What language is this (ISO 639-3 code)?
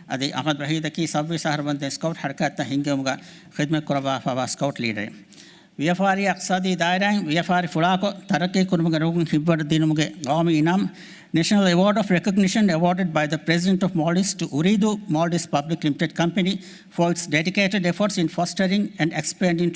div